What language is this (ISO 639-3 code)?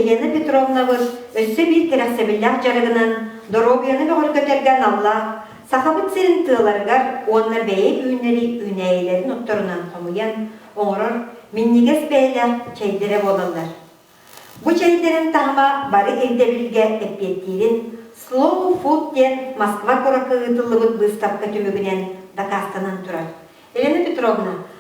sah